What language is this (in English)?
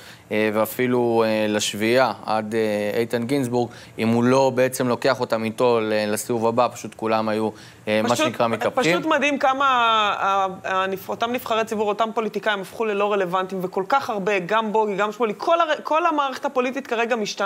Hebrew